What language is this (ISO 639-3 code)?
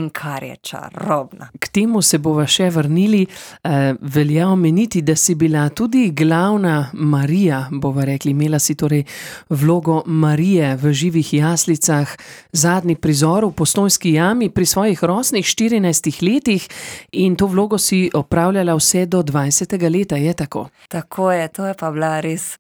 slv